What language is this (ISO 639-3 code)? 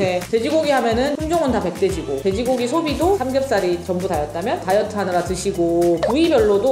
kor